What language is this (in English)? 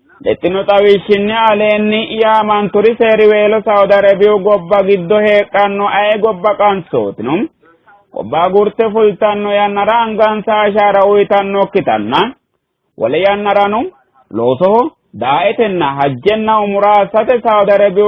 Sidamo